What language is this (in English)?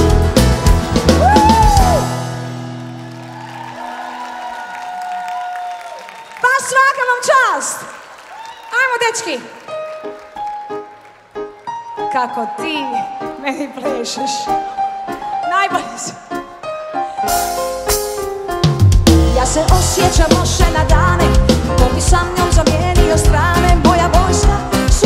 Croatian